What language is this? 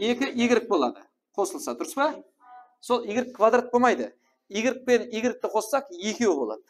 Kara-Kalpak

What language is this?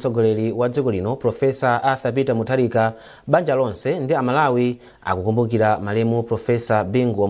Nyanja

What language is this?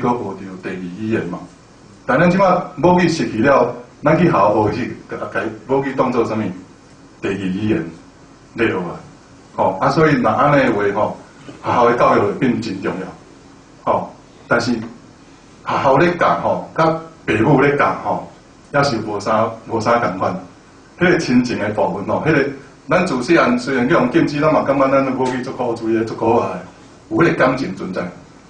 Min Nan Chinese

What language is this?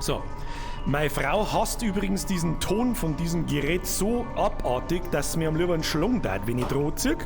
Bavarian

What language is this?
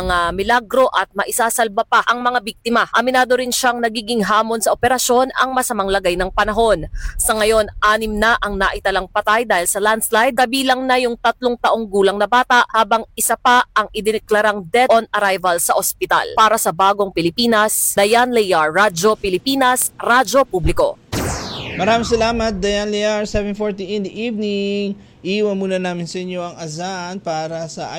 Filipino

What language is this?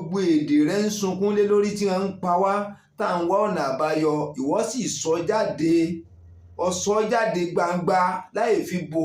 Yoruba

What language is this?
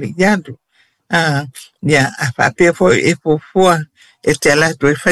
Samoan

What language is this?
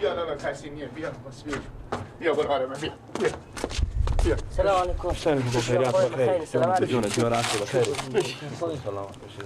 Persian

